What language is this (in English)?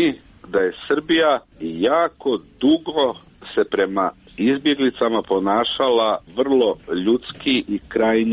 Croatian